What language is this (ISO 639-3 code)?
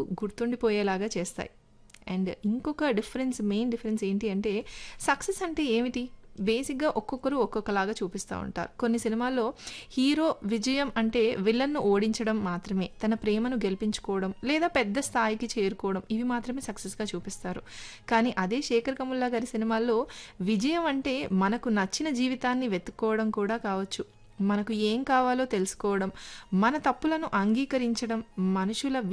tel